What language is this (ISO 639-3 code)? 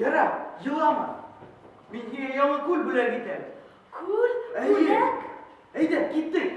bak